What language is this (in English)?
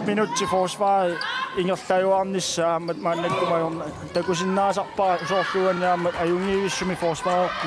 Kalaallisut